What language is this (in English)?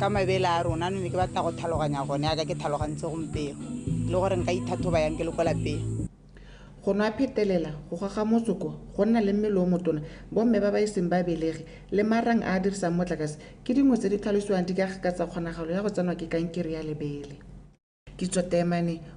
Tswana